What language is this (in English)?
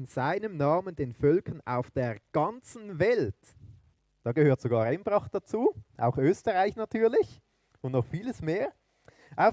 Swiss German